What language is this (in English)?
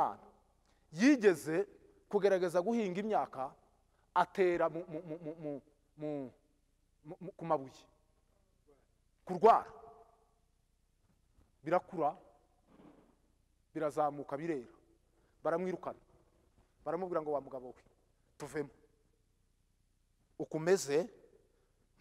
Kinyarwanda